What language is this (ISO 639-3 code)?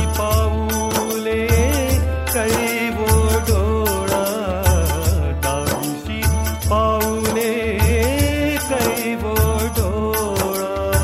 mar